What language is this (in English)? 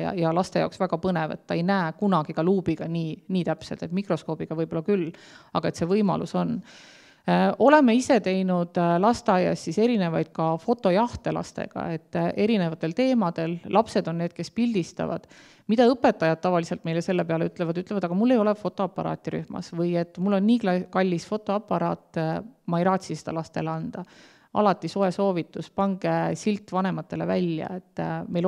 Estonian